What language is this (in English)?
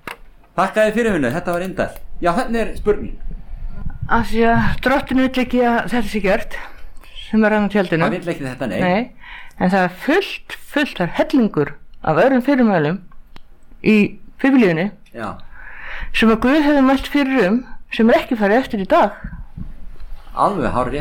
Icelandic